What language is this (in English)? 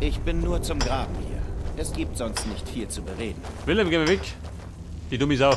Bavarian